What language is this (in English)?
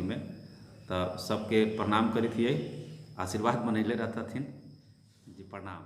Magahi